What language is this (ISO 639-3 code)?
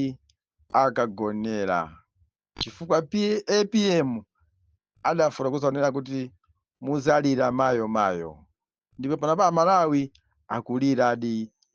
nya